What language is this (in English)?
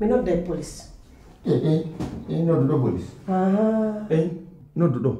Pular